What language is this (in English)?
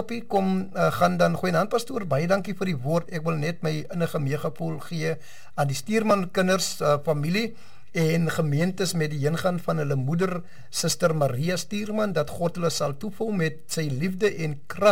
Afrikaans